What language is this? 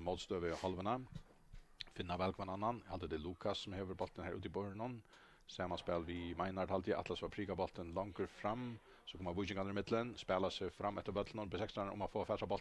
Faroese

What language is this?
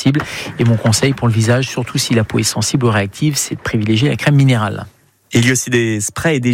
French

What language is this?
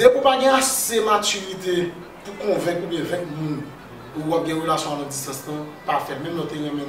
Haitian Creole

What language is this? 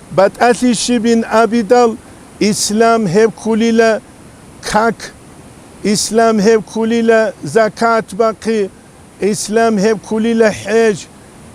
Avaric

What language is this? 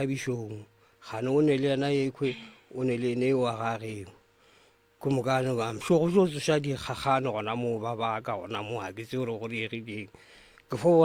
Northern Sotho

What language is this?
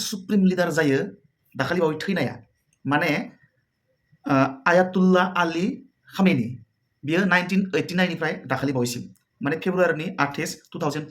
Bodo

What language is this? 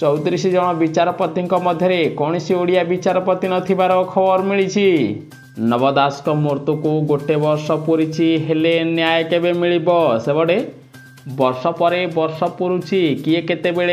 Odia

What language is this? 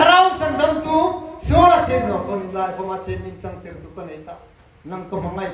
Hmar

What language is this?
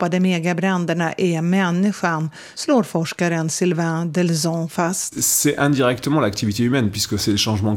Swedish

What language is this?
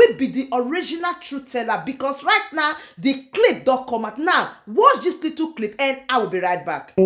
Nigerian Pidgin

